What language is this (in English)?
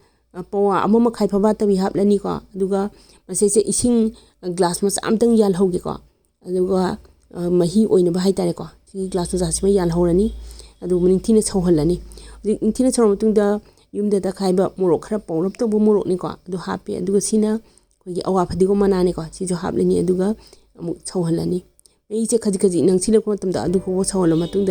Manipuri